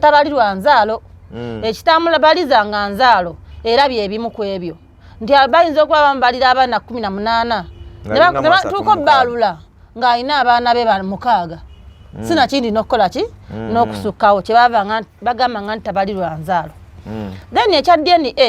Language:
Ganda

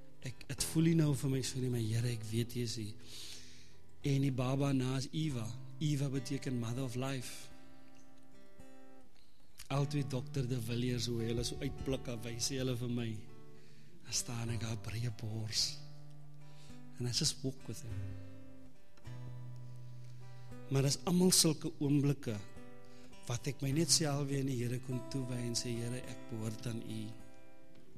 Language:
Afrikaans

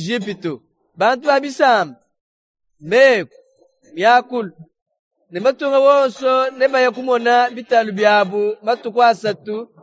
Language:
Luba-Lulua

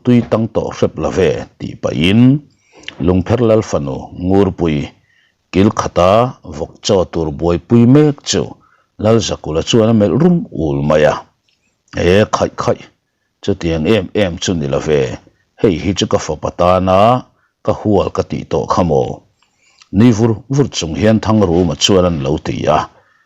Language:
Mizo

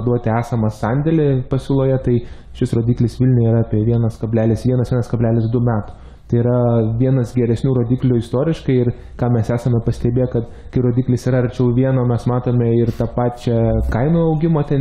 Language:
Lithuanian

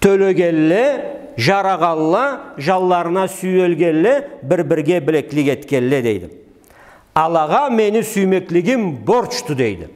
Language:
Karachay-Balkar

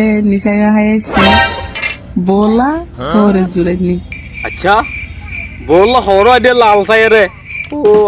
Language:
Rohingya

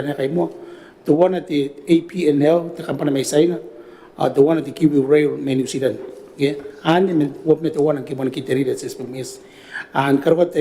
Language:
Gilbertese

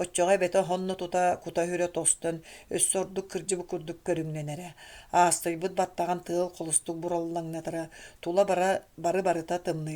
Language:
Yakut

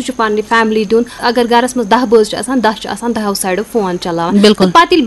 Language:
Kashmiri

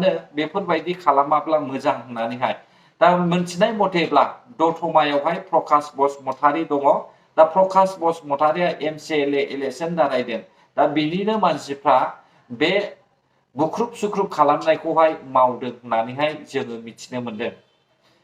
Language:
Bodo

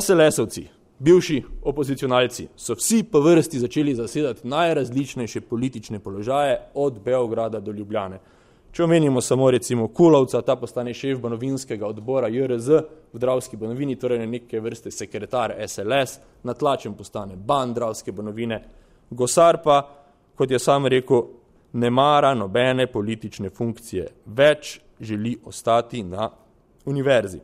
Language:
Slovenian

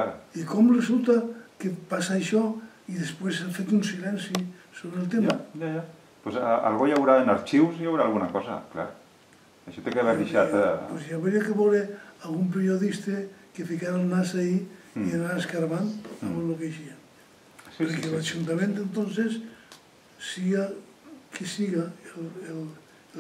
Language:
Catalan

